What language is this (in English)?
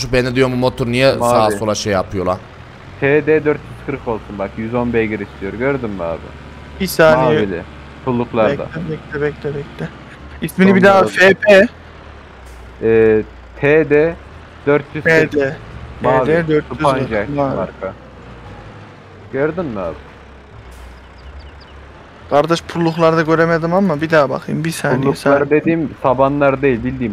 Turkish